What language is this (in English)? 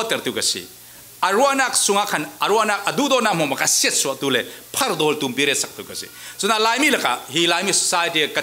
Falam Chin